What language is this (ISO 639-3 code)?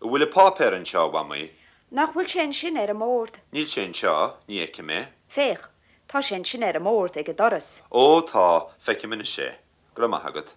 gle